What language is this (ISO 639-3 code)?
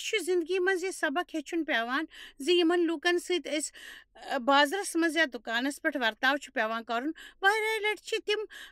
kas